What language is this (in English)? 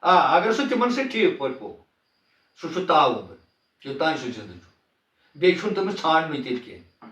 Kashmiri